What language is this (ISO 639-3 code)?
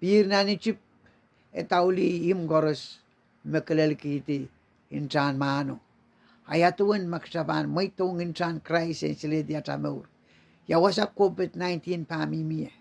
pon